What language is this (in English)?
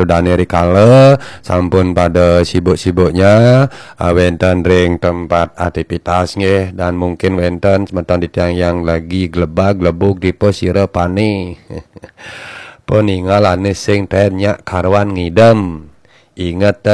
Balinese